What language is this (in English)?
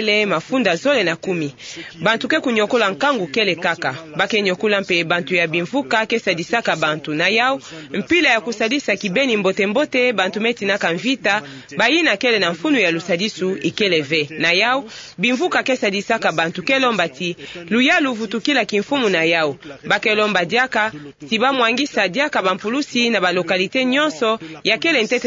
Kituba (Democratic Republic of Congo)